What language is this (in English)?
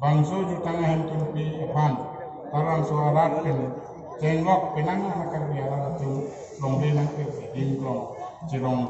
Karbi